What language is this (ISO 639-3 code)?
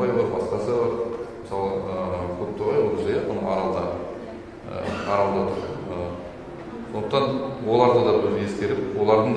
kaz